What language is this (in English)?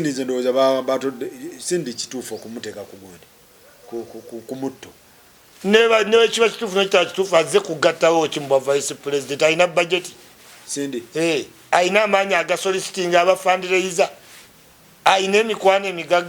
Ganda